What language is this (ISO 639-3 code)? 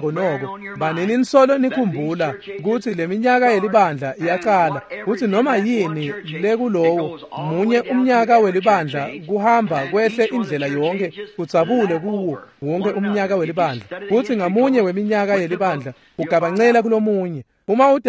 ssw